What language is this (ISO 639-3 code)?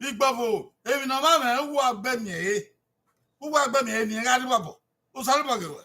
bin